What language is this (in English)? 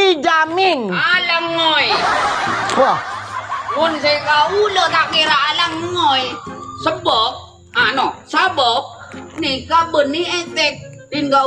Madurese